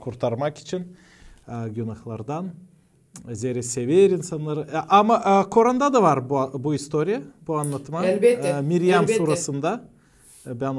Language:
Gagauz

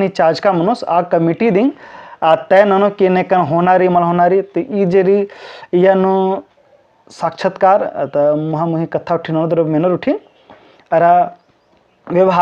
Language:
Kurukh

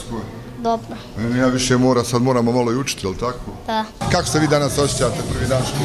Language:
Bosnian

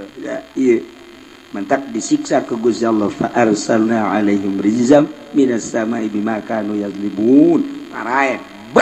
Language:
Sundanese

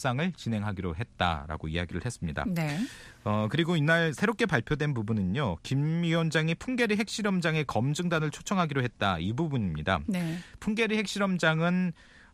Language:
Korean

